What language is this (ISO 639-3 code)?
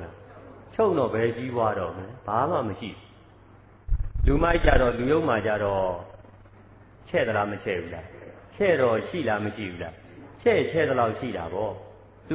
mya